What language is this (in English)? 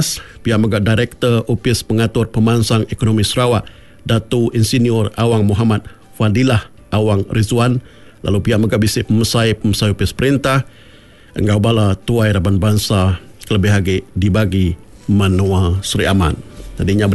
Iban